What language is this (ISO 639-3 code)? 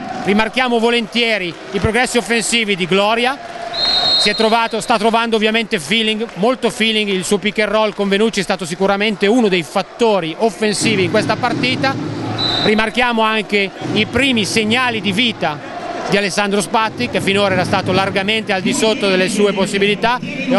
ita